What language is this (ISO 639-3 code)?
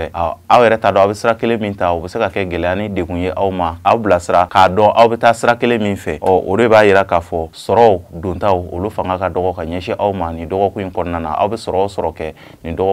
bam